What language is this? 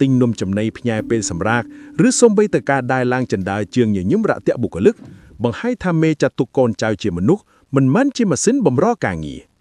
Khmer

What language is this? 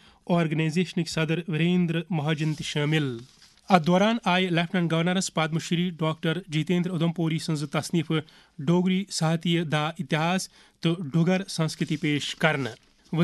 Kashmiri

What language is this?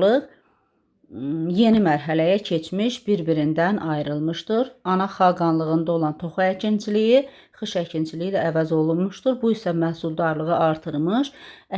Azerbaijani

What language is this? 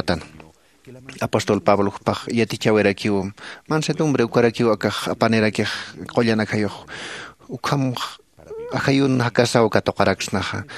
Aymara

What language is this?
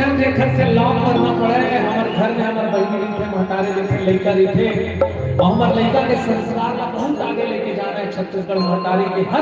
Chhattisgarhi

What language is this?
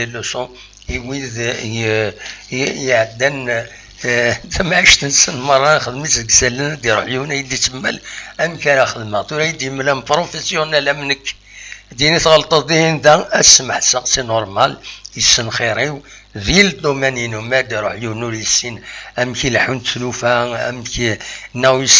Kabyle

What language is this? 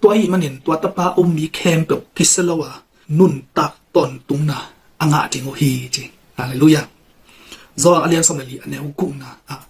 Tedim Chin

